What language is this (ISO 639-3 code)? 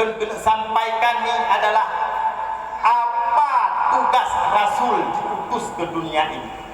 ace